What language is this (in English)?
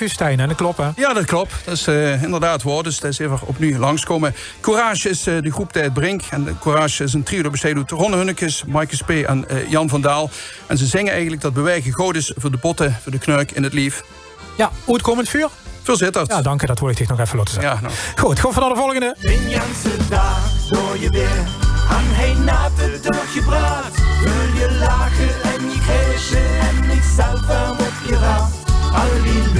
Limburgish